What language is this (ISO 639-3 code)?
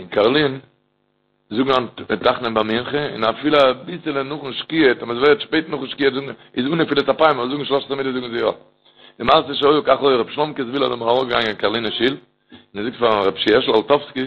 yid